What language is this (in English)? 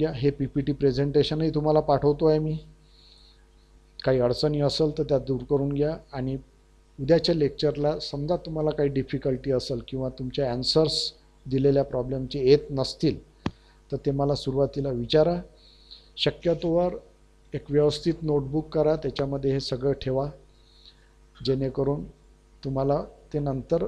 Marathi